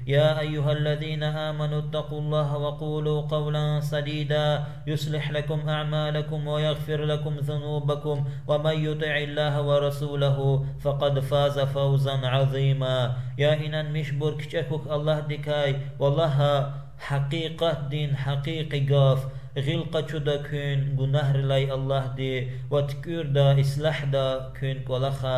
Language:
Lezghian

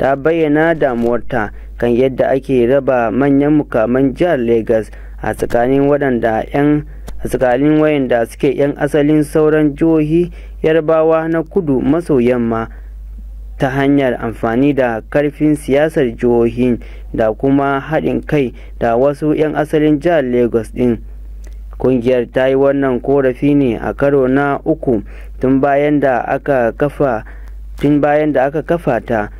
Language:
Hausa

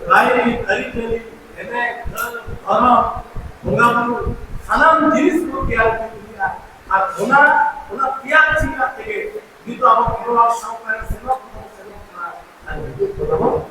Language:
Santali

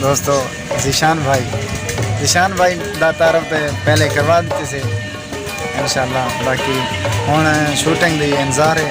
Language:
Saraiki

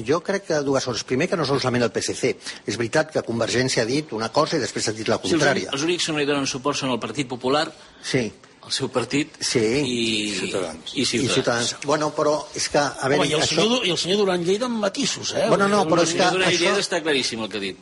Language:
Catalan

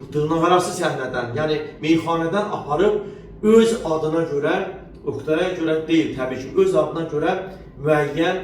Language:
Azerbaijani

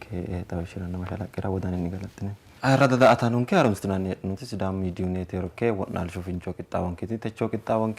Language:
Sidamo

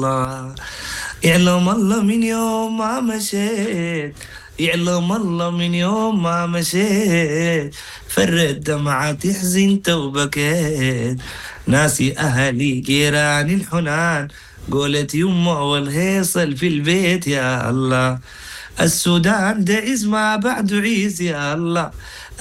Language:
Sudanese Arabic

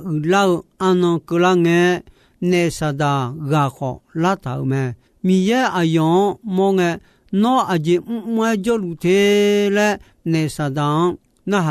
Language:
Akha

